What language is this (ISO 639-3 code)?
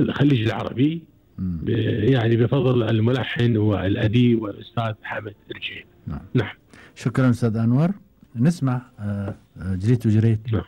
afb